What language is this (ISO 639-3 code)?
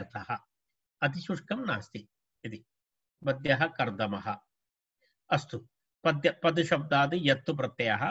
san